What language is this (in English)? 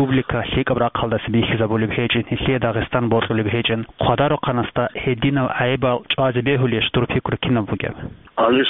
Avaric